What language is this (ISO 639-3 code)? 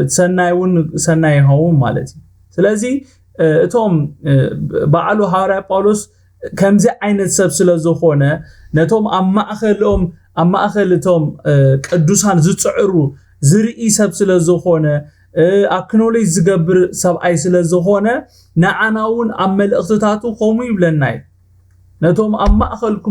tir